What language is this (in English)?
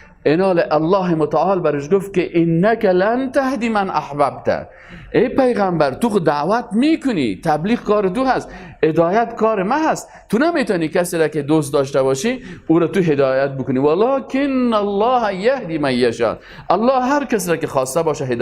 Persian